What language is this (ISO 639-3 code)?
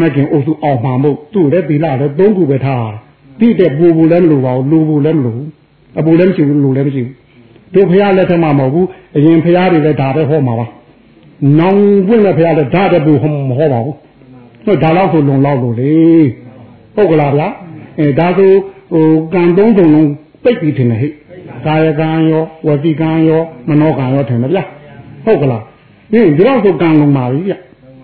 mya